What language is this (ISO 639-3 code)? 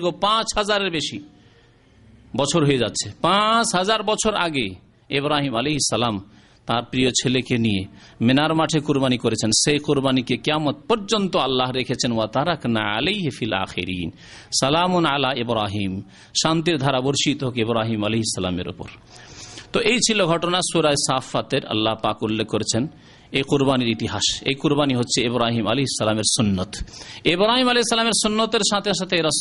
ben